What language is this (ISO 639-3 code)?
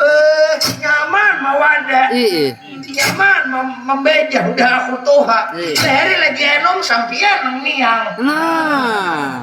bjn